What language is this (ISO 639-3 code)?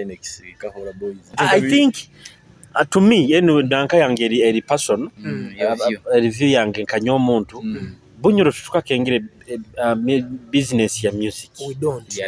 nyo